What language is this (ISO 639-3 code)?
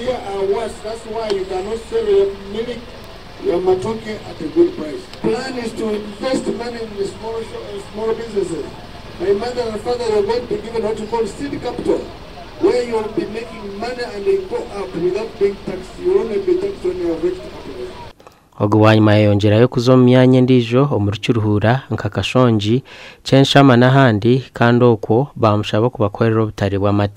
nyn